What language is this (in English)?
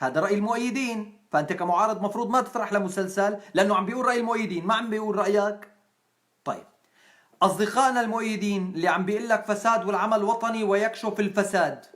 North Levantine Arabic